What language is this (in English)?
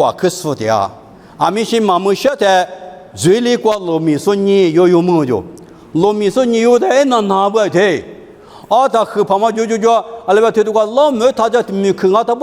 Lisu